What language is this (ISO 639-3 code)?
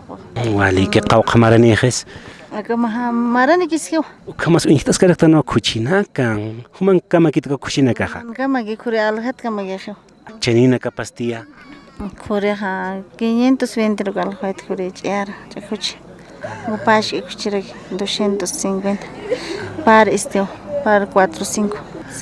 aym